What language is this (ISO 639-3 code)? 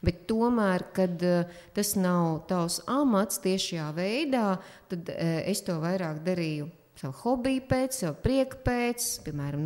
lav